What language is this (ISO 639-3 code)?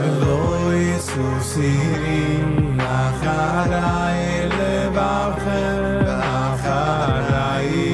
yid